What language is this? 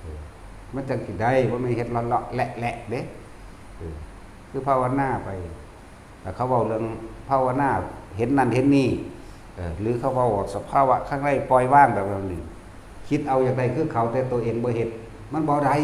Northeastern Thai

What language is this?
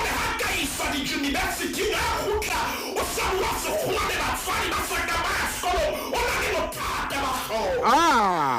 Southern Sotho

